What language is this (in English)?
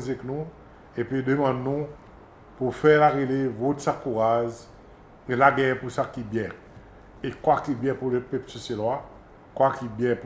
Seselwa Creole French